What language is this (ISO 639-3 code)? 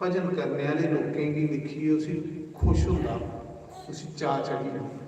doi